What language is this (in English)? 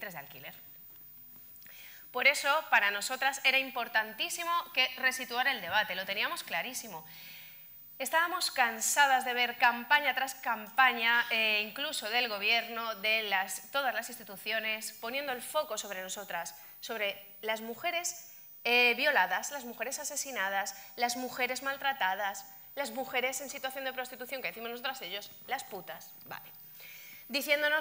Spanish